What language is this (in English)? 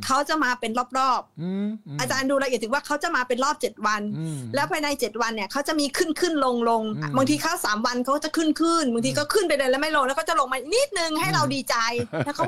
Thai